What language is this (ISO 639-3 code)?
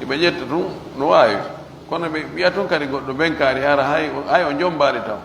fuf